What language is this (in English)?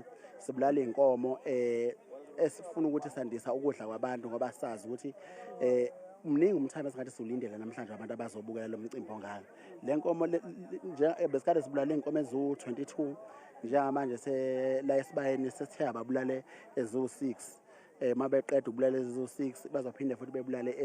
Zulu